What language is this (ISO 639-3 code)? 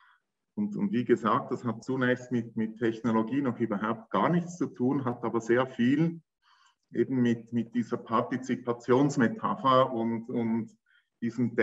deu